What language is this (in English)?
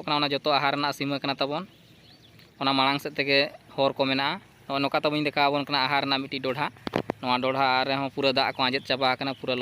Santali